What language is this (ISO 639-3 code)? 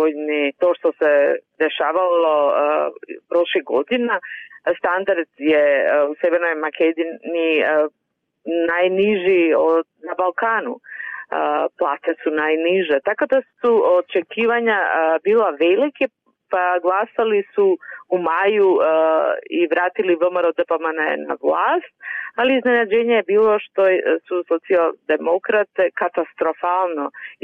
srp